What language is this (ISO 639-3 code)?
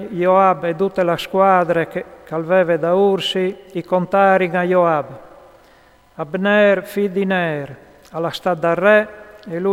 fur